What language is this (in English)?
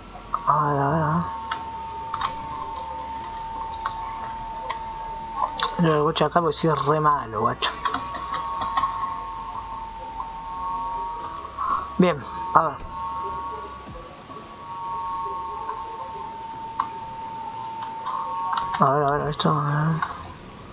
Spanish